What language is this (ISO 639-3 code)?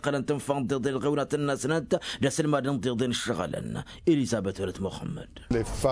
taq